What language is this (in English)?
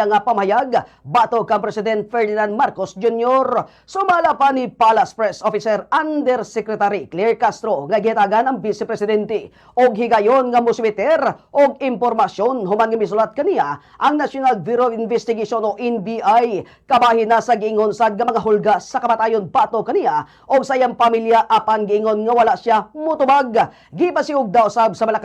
Cebuano